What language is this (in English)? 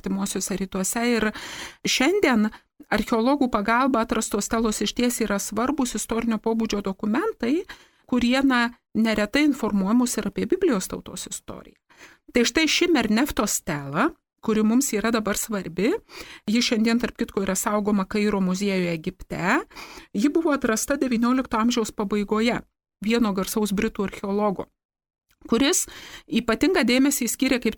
Lithuanian